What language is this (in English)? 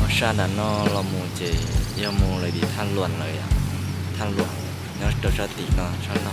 Hmong